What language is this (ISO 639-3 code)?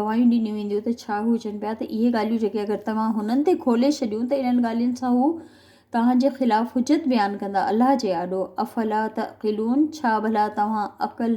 snd